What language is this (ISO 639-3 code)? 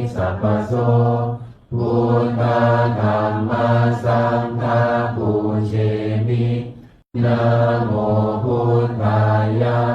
pli